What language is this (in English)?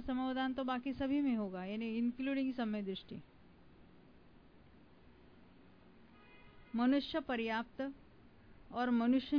Hindi